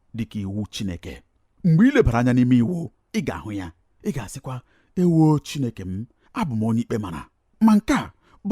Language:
Igbo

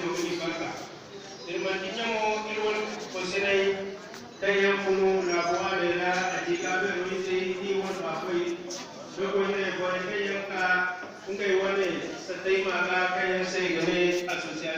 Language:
Zarma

